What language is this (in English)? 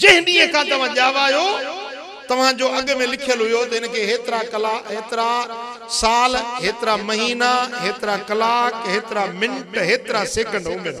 Sindhi